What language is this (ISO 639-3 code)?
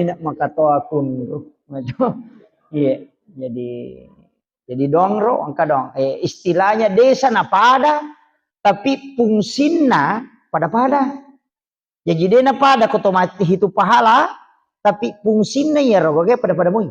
bug